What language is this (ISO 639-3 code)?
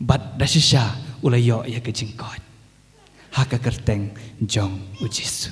kha